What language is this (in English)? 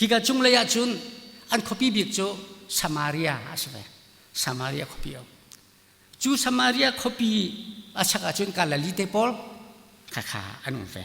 Hakha Chin